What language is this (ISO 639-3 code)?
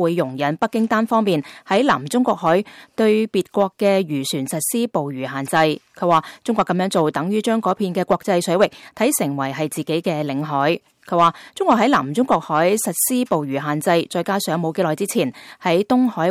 yue